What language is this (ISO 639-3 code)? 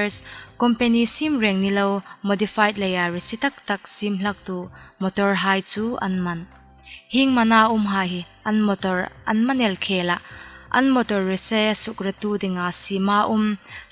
hmr